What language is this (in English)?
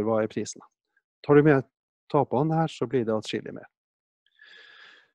Norwegian